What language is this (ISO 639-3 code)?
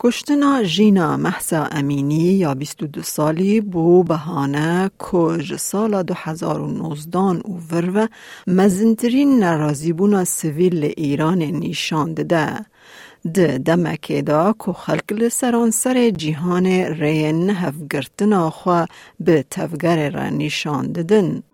kur